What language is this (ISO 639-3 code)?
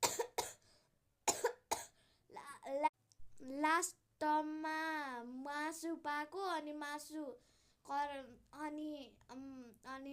nep